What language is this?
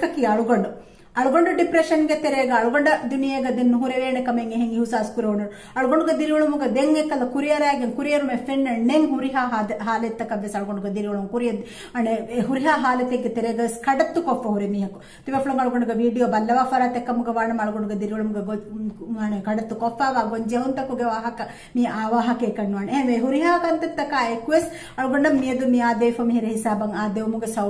Divehi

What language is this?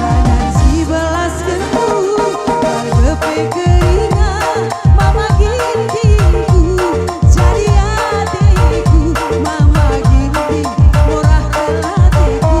Batak Karo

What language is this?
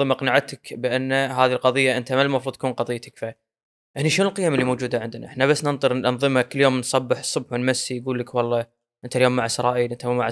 Gulf Arabic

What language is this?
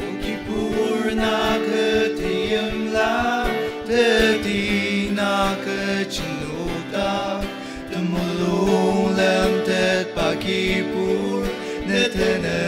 Ao Naga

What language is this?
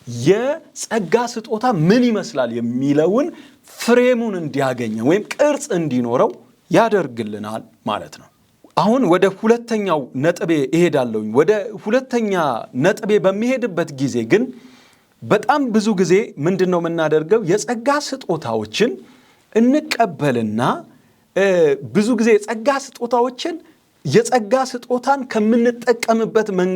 Amharic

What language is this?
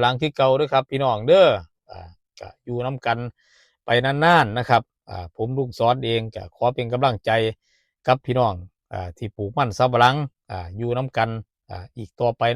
Northeastern Thai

